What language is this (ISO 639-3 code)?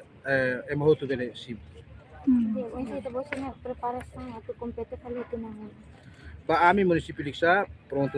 tet